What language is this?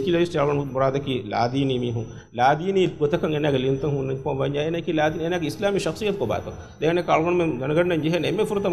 Divehi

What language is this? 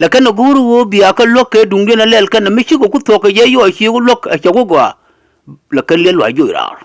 Nuer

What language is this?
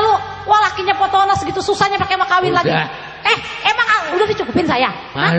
Betawi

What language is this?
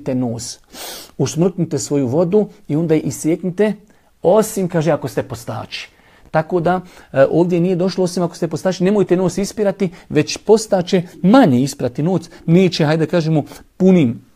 Bosnian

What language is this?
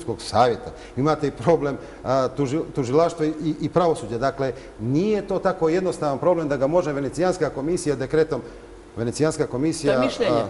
Bosnian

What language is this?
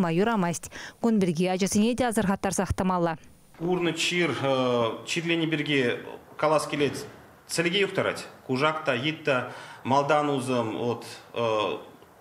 Chuvash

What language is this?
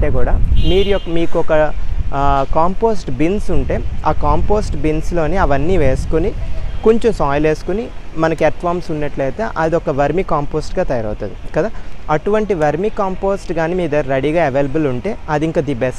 Telugu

